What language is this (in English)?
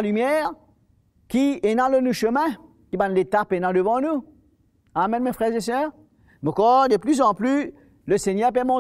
Morisyen